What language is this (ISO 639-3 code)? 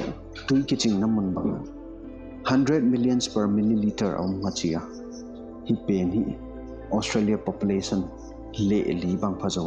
pck